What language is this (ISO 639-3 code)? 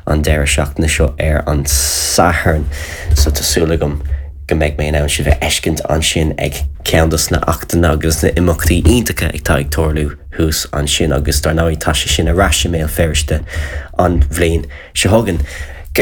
gle